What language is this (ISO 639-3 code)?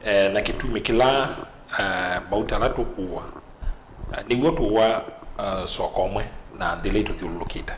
kam